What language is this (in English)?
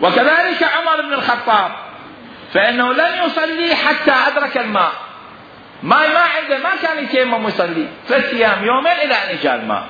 Mesopotamian Arabic